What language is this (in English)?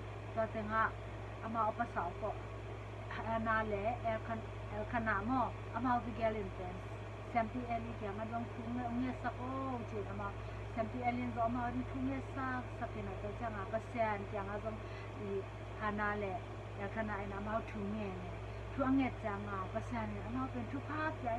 Tedim Chin